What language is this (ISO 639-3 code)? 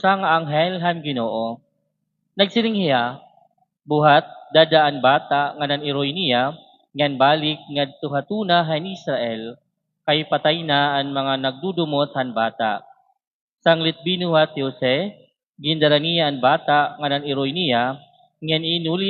war